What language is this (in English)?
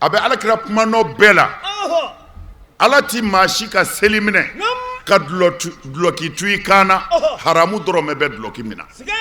Bambara